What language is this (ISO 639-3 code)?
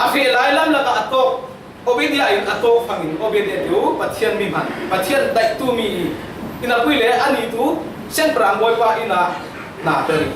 cfm